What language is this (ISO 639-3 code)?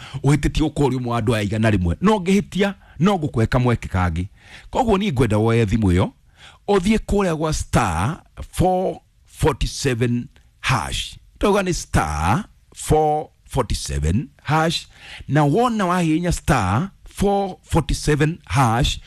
kik